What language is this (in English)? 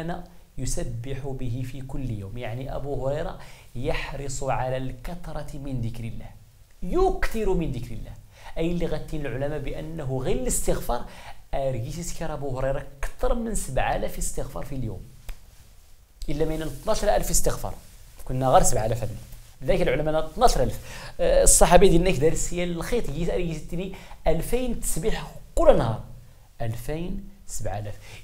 Tachelhit